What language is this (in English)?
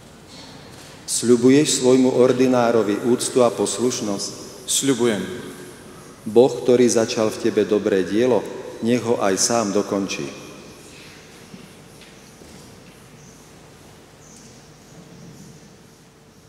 Slovak